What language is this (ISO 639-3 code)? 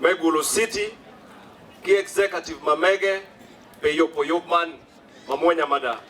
ach